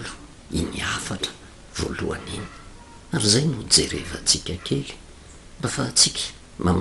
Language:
Malagasy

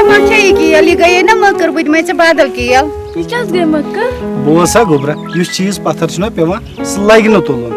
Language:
Kashmiri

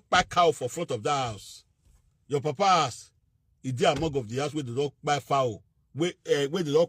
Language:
Nigerian Pidgin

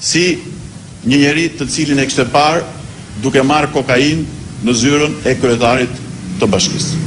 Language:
Albanian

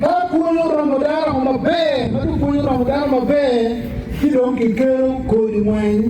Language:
Acoli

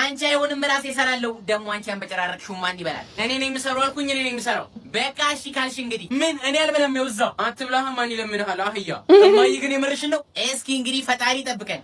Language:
Amharic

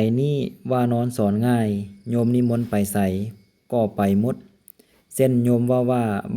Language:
Lao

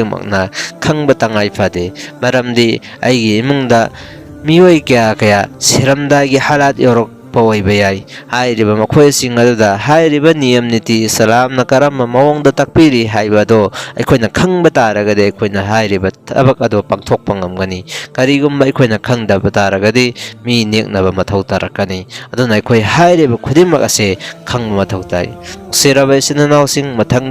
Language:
Manipuri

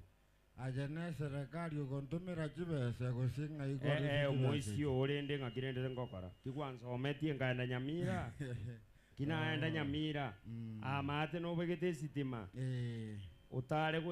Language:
Gusii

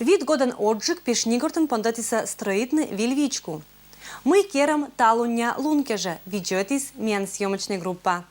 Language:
Komi-Permyak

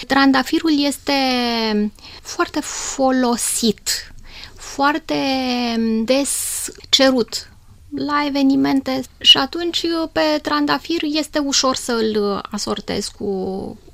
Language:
Romanian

